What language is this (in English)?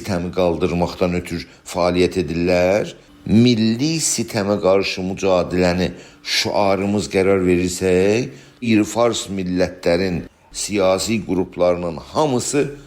South Azerbaijani